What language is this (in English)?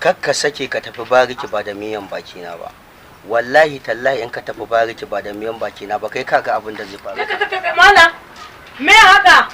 Hausa